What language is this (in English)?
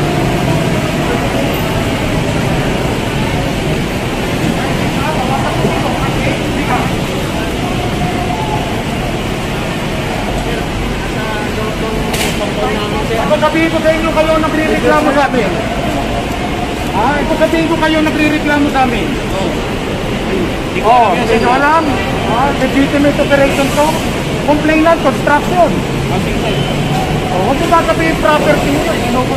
Filipino